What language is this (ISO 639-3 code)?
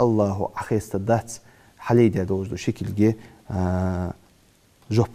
inh